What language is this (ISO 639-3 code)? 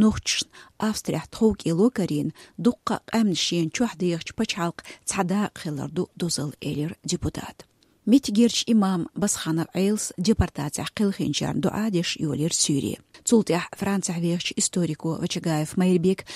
che